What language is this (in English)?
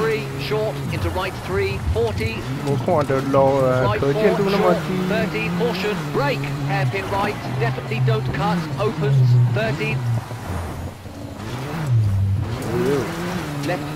Chinese